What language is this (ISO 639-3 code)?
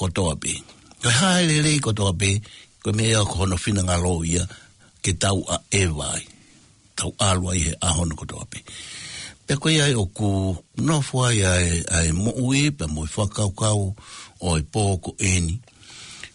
ton